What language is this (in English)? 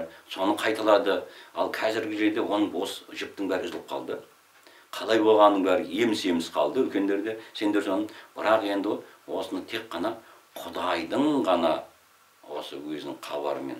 Kazakh